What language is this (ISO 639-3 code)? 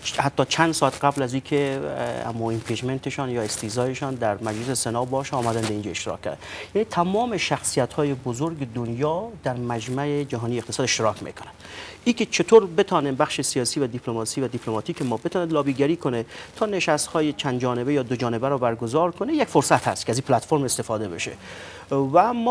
fas